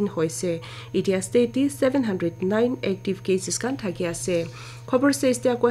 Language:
Naga Pidgin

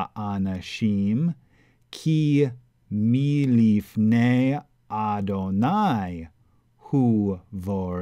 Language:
Latin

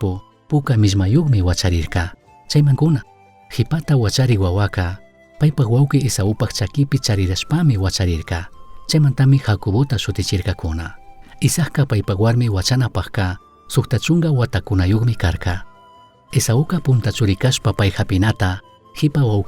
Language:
Chimborazo Highland Quichua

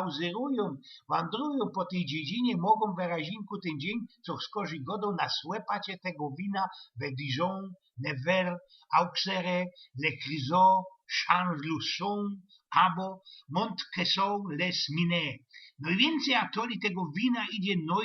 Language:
Silesian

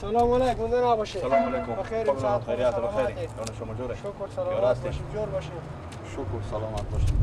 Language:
Persian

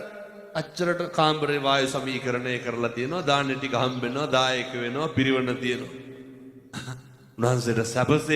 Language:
Sinhala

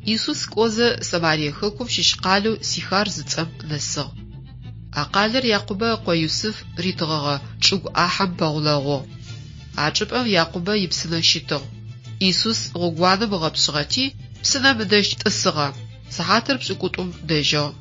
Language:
Adyghe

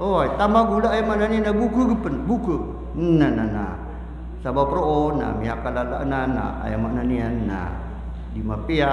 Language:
Maranao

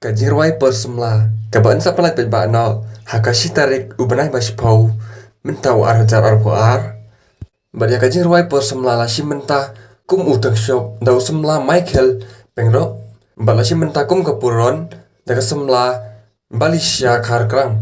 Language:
Khasi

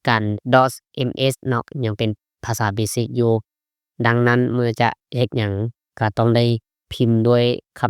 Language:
Lao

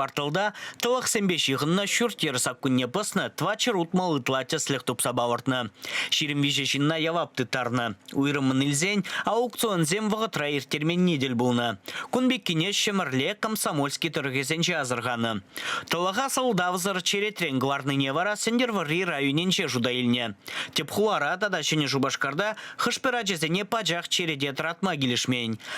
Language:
Chuvash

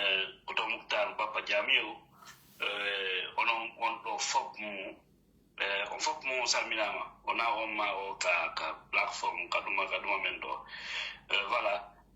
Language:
Pular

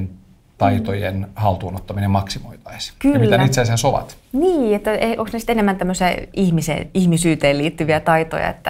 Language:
Finnish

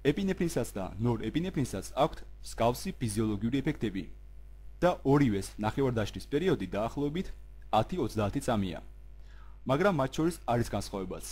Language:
Georgian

